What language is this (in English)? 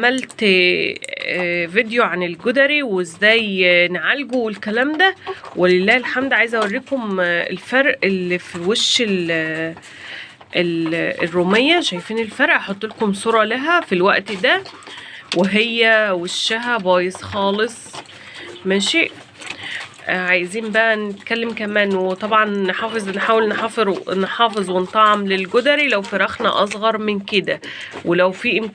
Egyptian Arabic